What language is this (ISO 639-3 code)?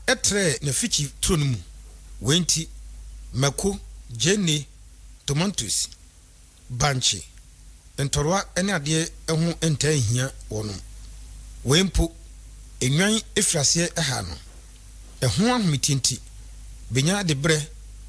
aka